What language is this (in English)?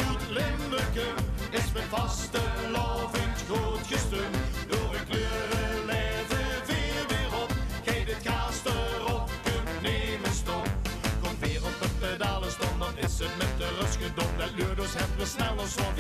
Limburgish